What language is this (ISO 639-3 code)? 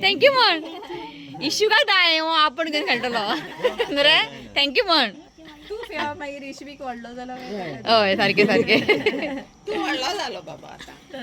kok